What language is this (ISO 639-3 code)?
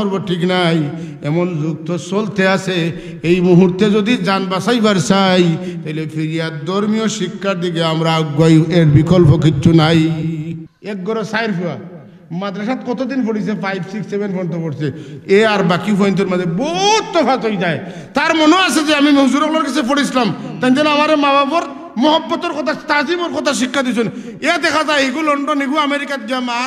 syl